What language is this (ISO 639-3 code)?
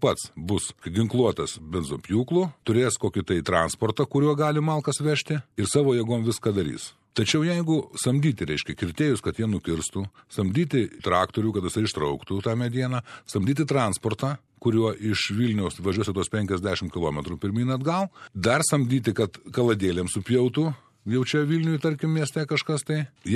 lit